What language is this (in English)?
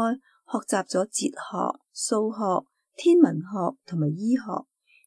Cantonese